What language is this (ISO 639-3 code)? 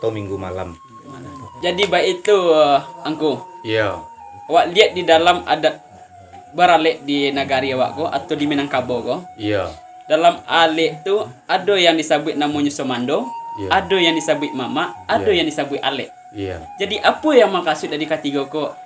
min